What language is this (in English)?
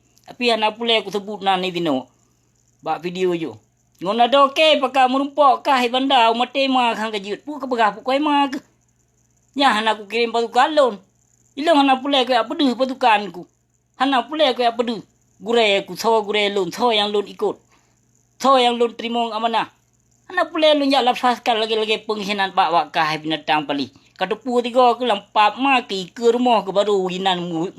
Achinese